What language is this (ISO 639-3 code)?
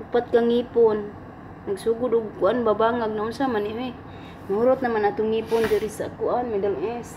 ceb